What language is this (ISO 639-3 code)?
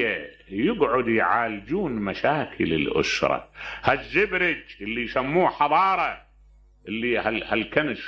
acm